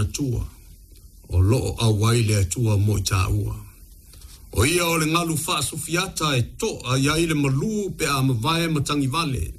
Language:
Samoan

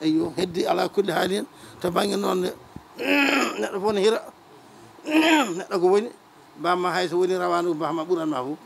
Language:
Fula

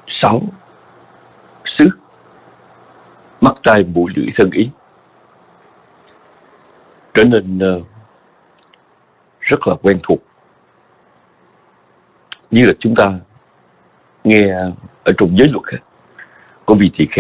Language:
Vietnamese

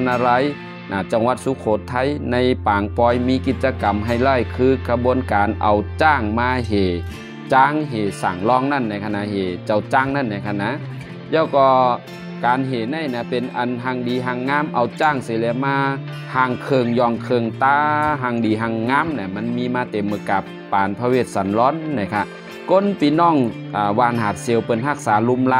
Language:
Shan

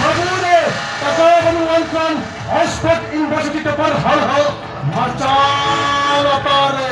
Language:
Santali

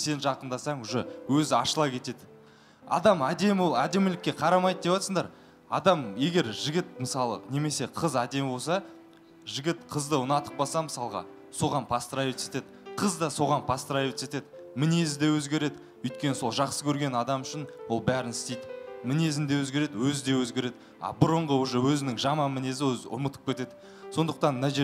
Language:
Kazakh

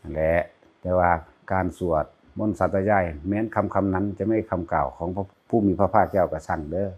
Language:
Northeastern Thai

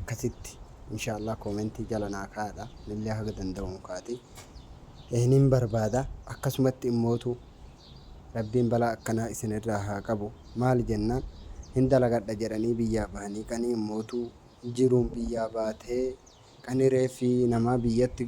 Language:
Oromo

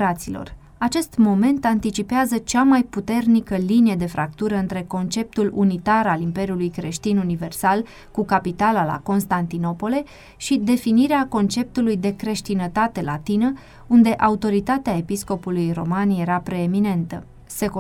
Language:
Romanian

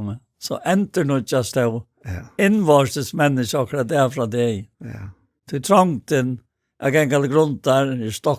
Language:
Faroese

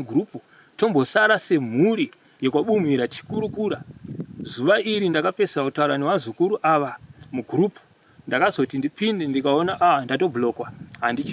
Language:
Shona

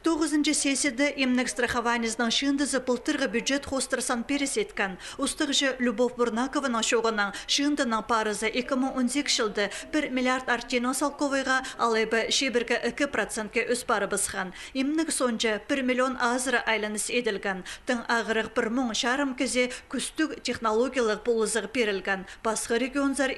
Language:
Khakas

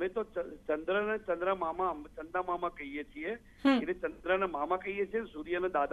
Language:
Gujarati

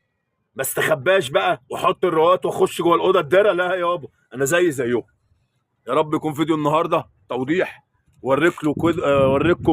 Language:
Egyptian Arabic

